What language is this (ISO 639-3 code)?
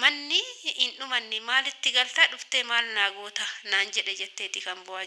orm